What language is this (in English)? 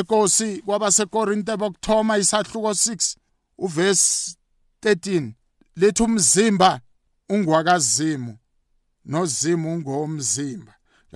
South Ndebele